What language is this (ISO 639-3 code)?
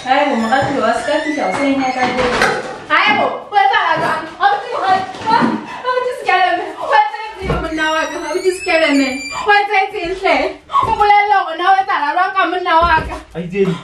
sot